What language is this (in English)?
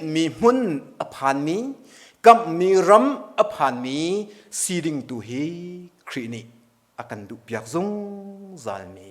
Hakha Chin